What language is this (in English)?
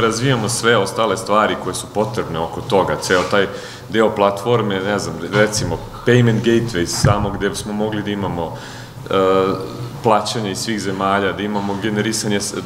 Serbian